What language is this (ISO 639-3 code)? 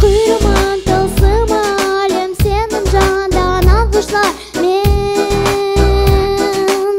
crh